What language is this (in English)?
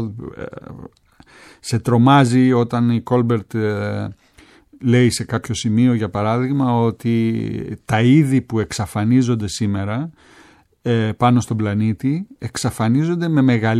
Greek